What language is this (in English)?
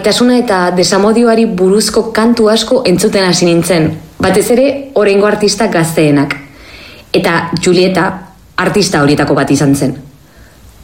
Basque